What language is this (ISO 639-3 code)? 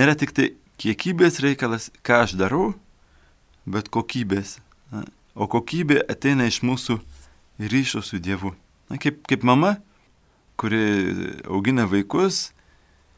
lit